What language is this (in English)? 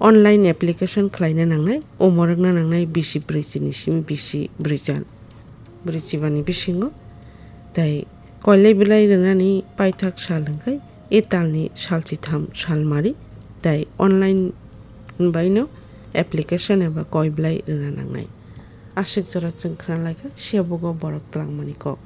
Kok Borok